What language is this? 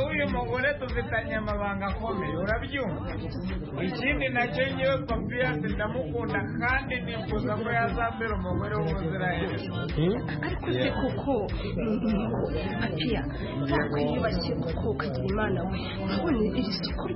Kinyarwanda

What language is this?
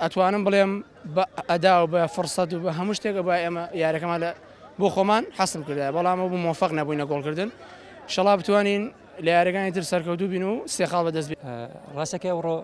Central Kurdish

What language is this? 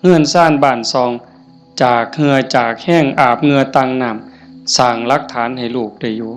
Northeastern Thai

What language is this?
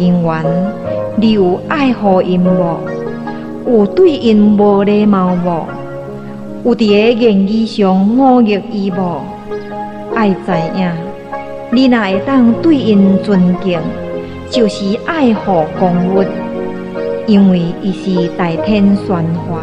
Min Nan Chinese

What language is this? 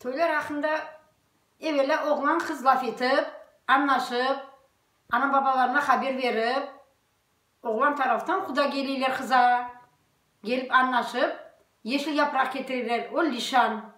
Crimean Tatar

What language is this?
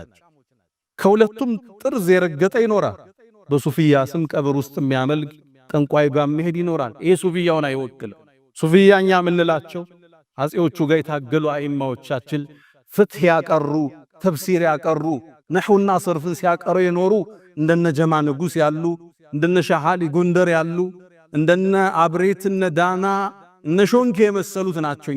Amharic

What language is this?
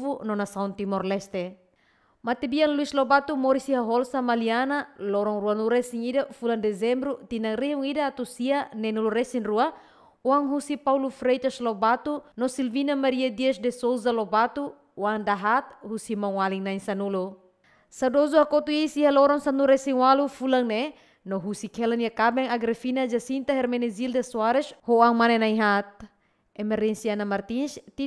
Tetum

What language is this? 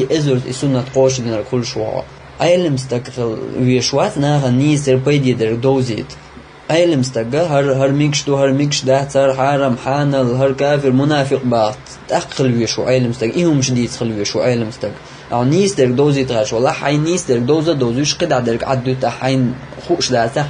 Chechen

